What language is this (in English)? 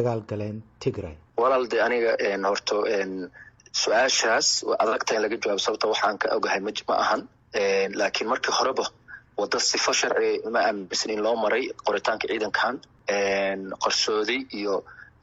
Somali